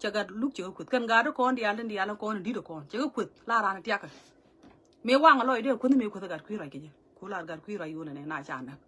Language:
Nuer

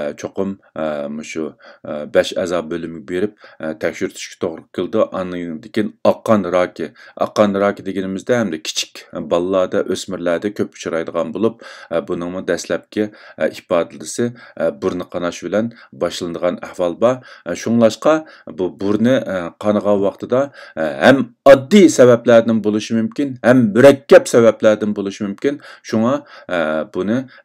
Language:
Uyghur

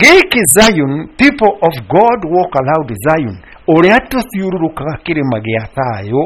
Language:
Kikuyu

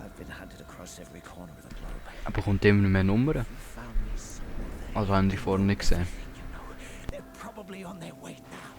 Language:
Swiss German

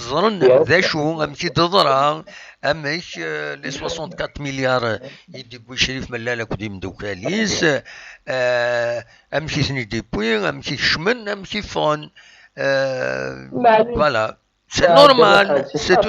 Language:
Kabyle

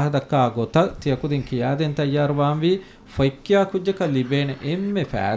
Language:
Divehi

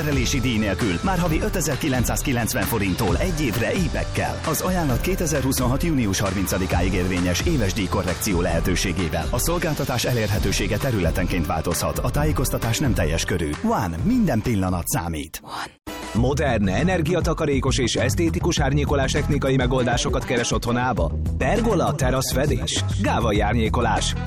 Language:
Hungarian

